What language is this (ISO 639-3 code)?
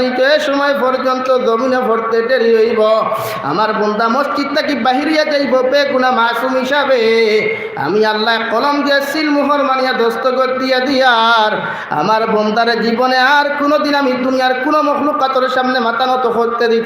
syl